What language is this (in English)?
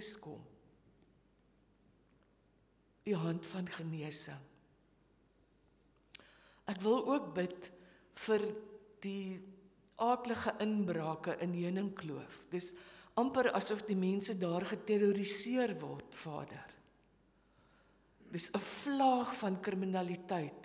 Afrikaans